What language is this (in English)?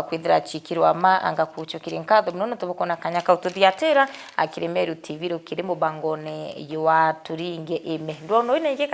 Meru